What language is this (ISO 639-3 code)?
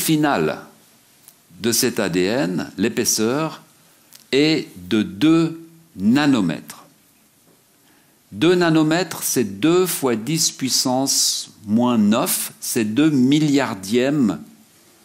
fra